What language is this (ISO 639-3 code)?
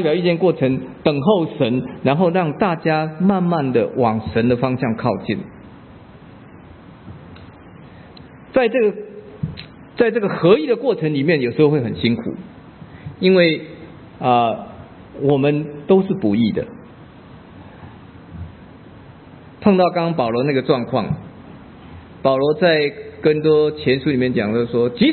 zho